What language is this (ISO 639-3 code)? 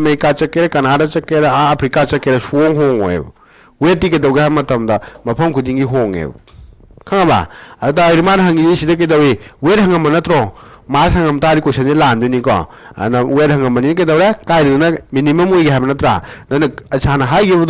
mni